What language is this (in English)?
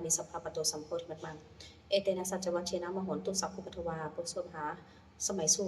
Pali